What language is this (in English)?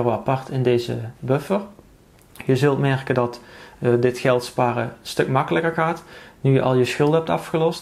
Dutch